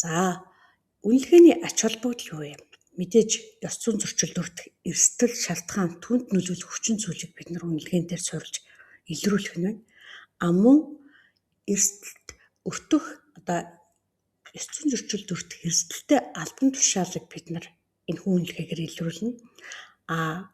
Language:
Mongolian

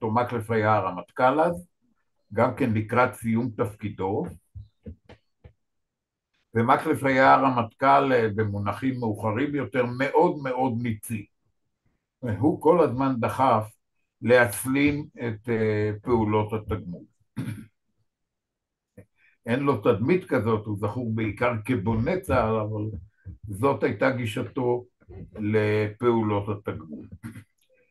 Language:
Hebrew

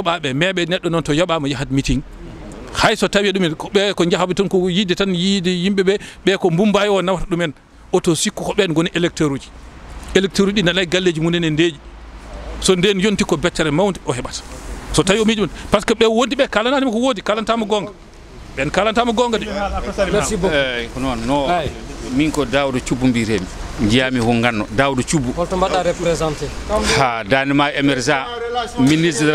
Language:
Fula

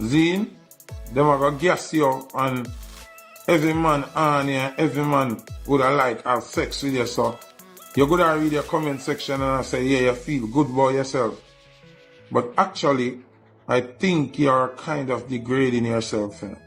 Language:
Jamaican Creole English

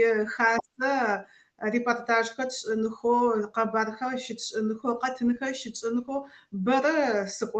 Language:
Adyghe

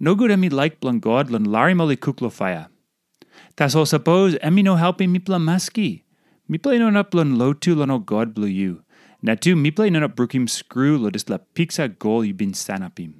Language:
Tok Pisin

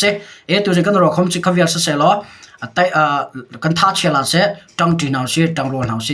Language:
Hakha Chin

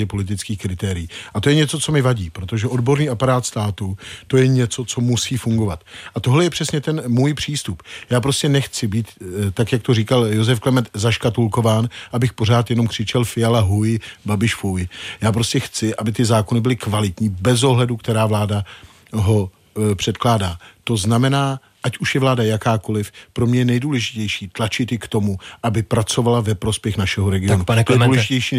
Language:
Czech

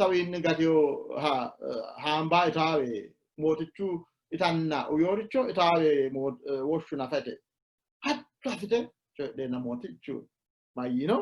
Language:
Sidamo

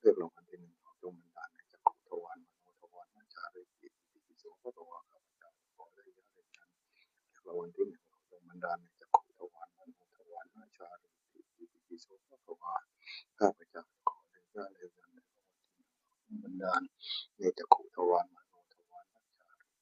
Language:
Northeastern Thai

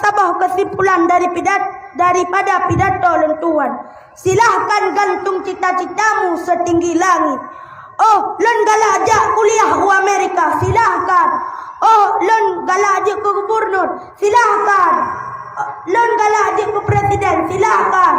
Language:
Achinese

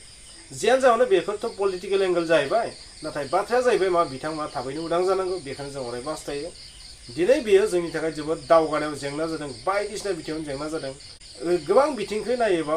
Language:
Bodo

